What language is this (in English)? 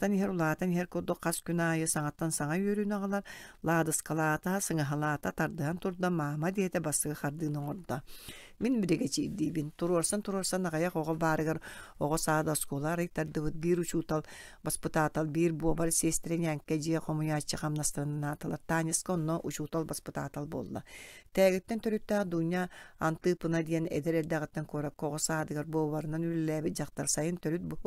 Yakut